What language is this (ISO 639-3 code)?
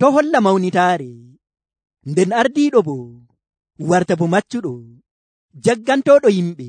fuv